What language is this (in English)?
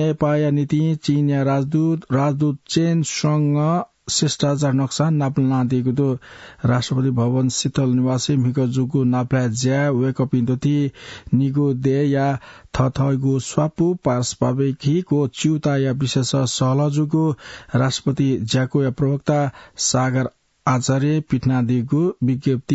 Newari